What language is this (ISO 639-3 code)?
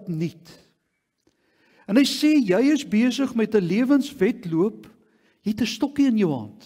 afr